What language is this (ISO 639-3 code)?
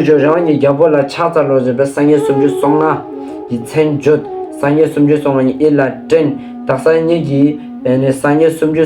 lbj